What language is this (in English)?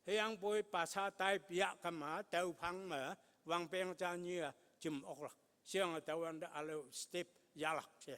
Konyak Naga